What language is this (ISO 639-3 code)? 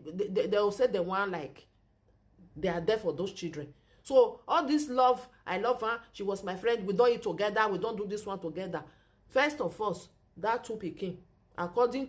pcm